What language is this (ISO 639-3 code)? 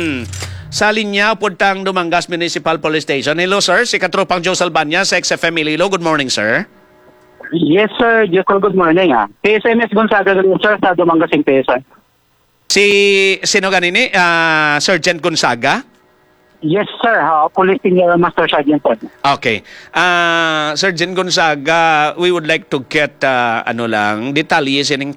hil